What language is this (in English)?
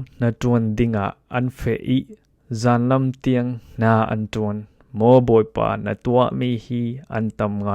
Falam Chin